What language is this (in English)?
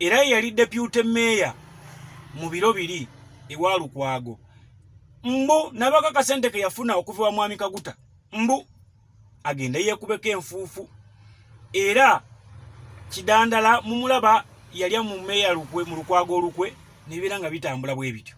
Ganda